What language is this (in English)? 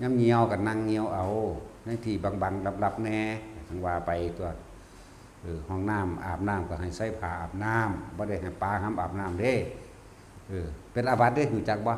Northeastern Thai